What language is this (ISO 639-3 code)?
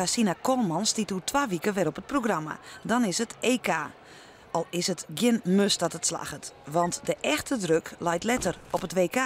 fry